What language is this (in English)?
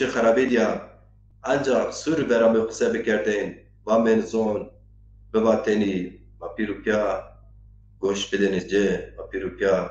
Zaza